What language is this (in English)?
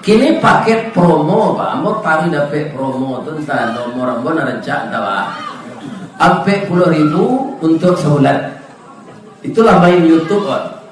Minangkabau